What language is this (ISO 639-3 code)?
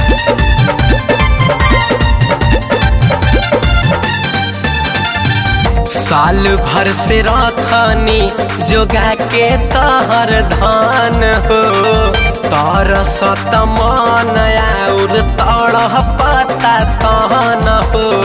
bho